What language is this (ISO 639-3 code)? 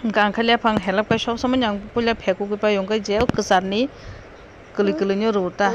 trp